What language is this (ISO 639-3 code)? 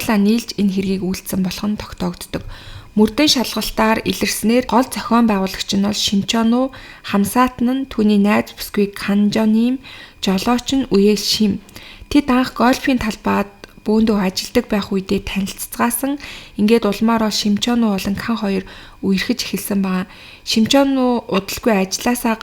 mon